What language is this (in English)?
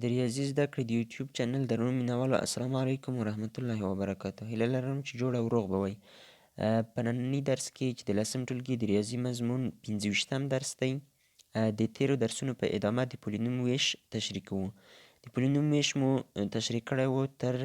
Pashto